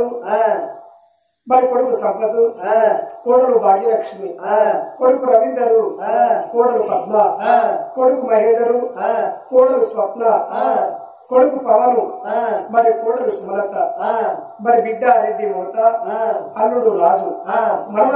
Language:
Telugu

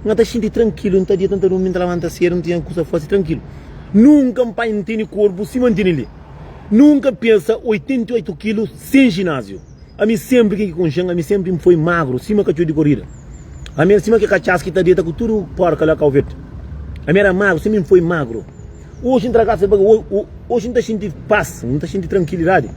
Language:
Kabuverdianu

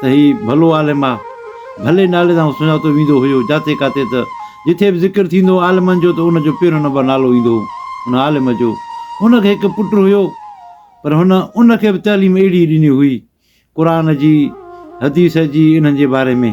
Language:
Sindhi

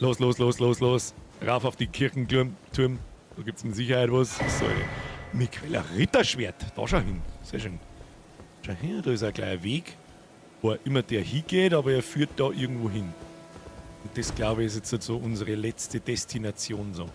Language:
Bavarian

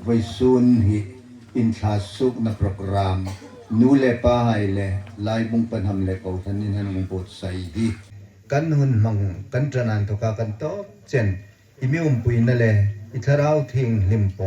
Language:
Hmar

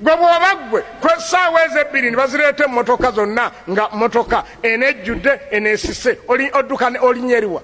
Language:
Ganda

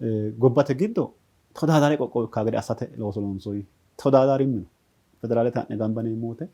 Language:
Sidamo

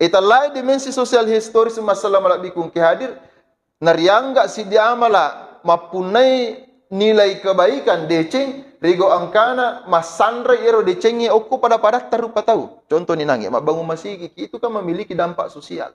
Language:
Buginese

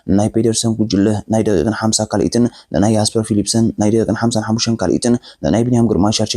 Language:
Tigrinya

